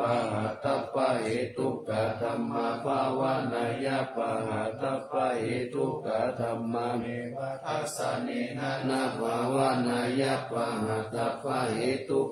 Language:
Pali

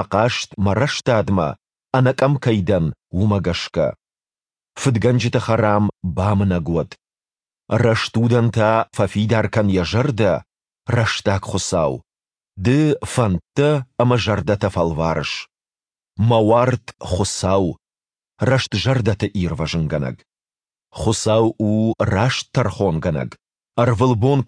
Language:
Ossetic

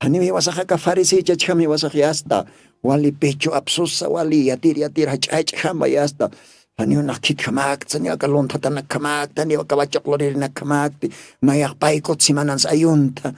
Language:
Aymara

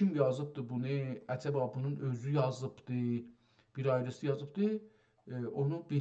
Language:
South Azerbaijani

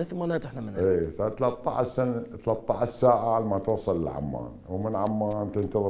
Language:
Mesopotamian Arabic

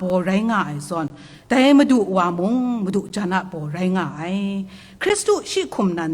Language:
Kachin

